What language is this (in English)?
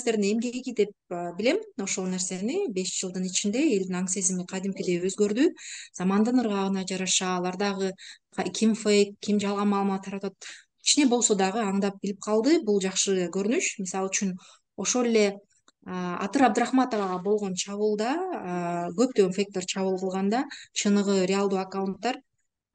Kyrgyz